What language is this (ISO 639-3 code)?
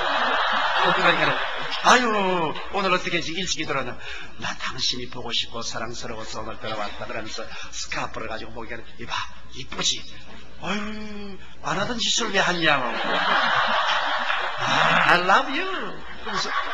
kor